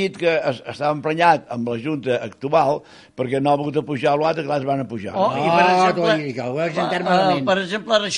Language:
Catalan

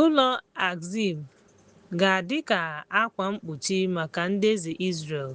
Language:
Igbo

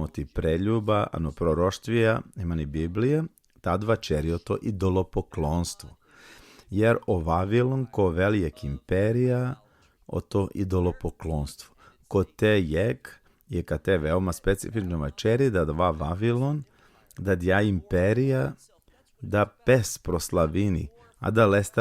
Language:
Balkan Romani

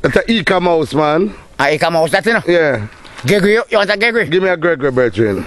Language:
Jamaican Creole English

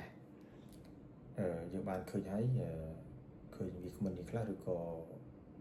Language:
Khmer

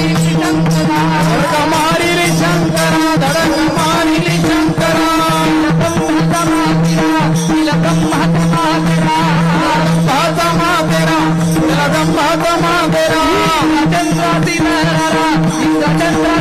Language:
Marathi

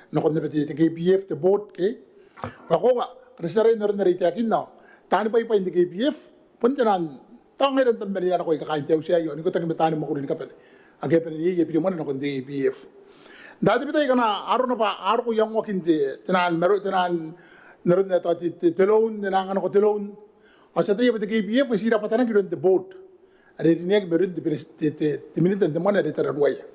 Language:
Gilbertese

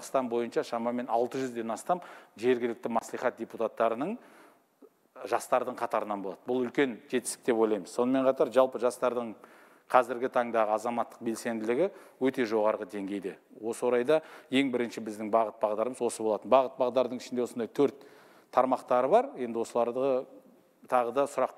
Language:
Kazakh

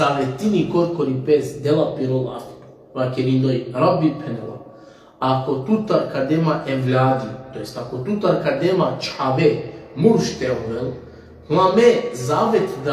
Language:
Balkan Romani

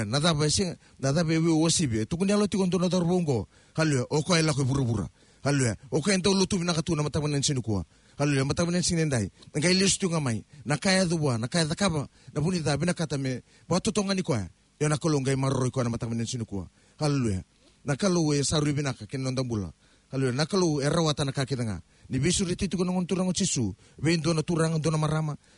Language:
Fijian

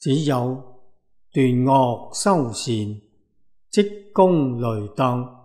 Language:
Cantonese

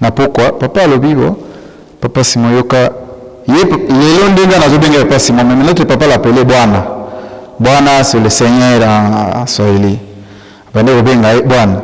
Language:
Lingala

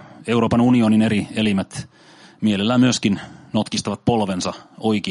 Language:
Finnish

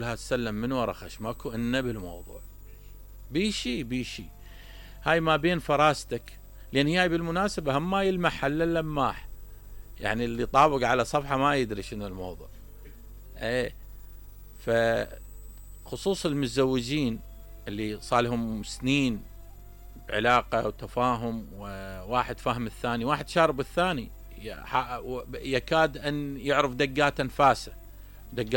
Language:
Mesopotamian Arabic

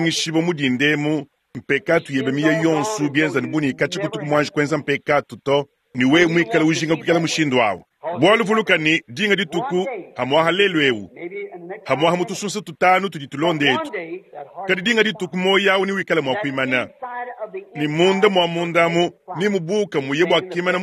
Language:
Luba-Lulua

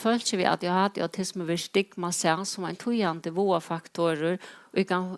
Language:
Faroese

